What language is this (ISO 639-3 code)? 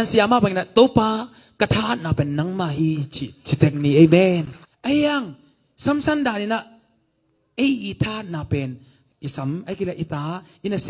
ctd